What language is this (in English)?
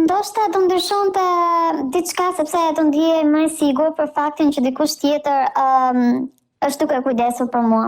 Albanian